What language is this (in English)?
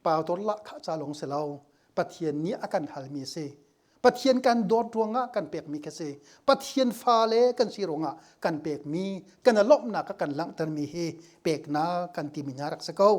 Hakha Chin